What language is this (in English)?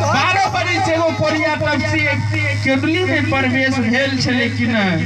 Maithili